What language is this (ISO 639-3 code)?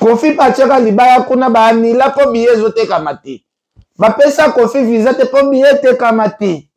lin